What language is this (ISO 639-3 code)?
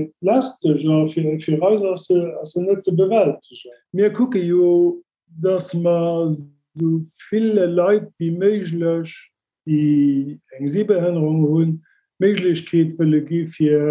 ltz